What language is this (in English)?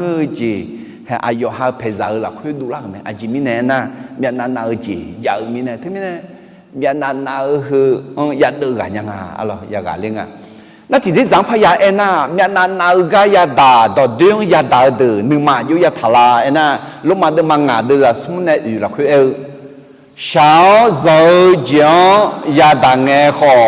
Akha